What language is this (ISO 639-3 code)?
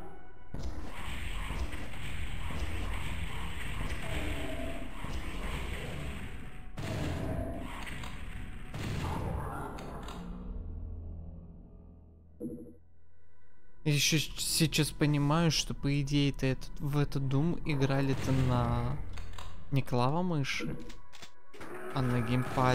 rus